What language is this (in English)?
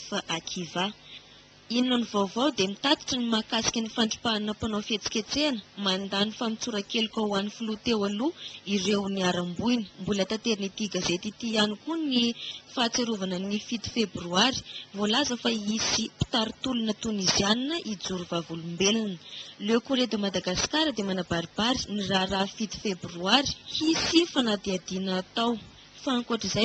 Malagasy